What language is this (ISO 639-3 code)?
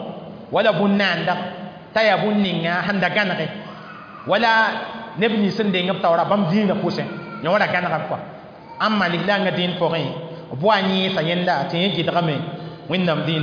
mos